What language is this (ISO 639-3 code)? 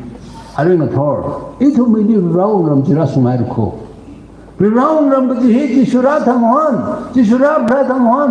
nmf